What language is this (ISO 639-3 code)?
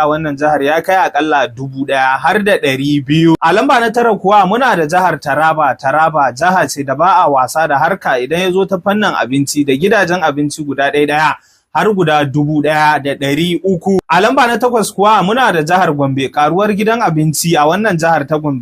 hau